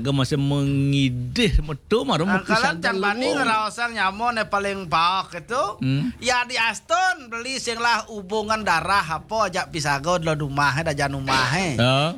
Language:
Balinese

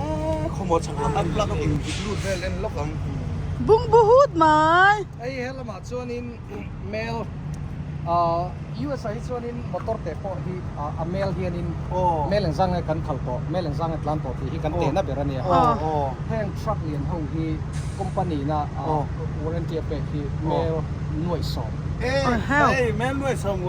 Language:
Mizo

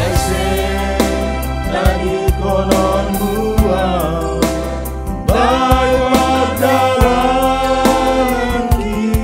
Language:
Batak Simalungun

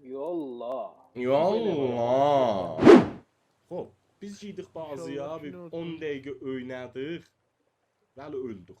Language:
South Azerbaijani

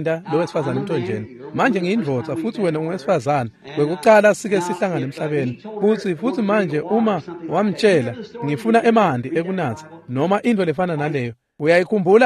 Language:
Swati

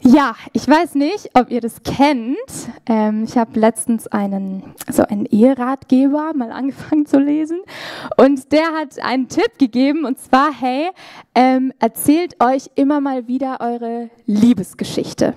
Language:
Swiss German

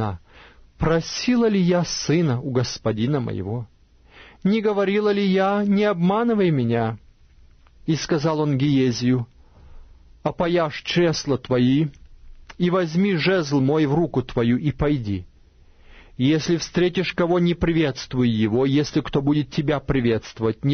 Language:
Russian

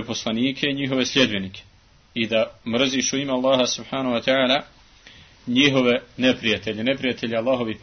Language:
Bosnian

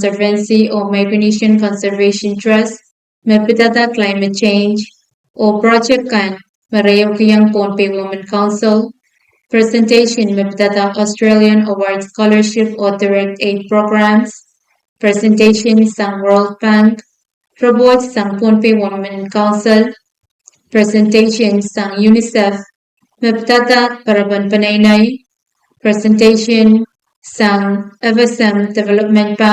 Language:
Pohnpeian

